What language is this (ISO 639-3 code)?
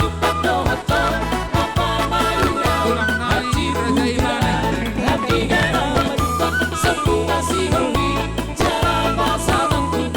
bbc